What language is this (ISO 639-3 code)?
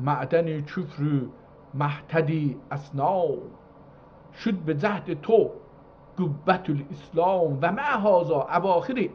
azb